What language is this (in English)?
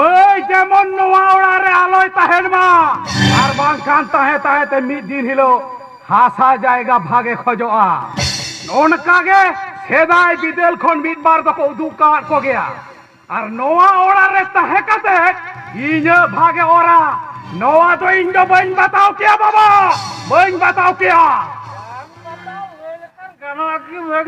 Santali